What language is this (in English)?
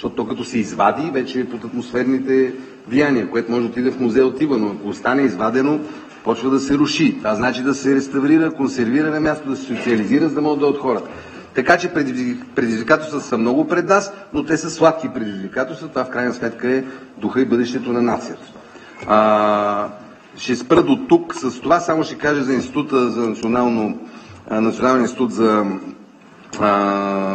Bulgarian